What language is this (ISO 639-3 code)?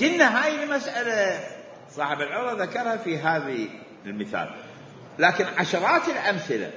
acm